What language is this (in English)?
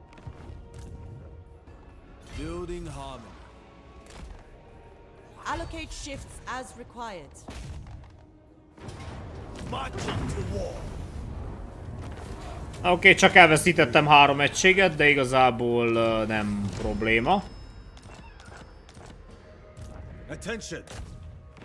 Hungarian